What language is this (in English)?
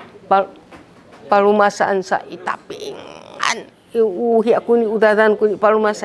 Sakizaya